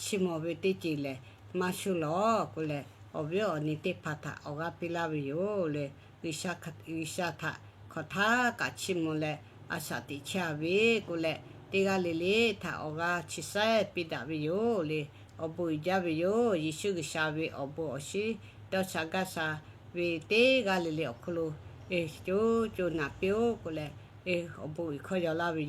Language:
Lahu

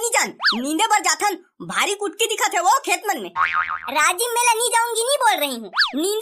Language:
Chhattisgarhi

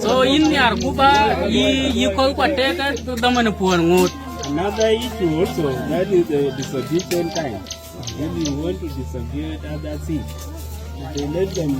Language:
Nuer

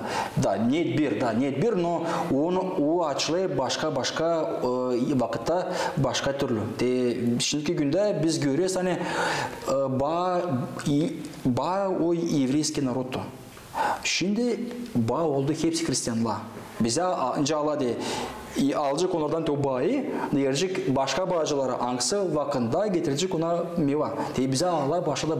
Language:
Gagauz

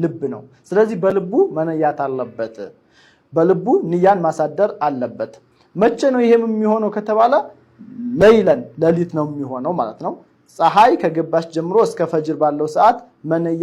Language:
Amharic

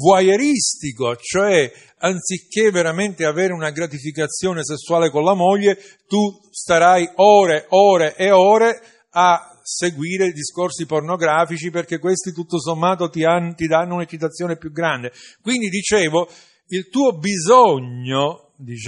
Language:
Italian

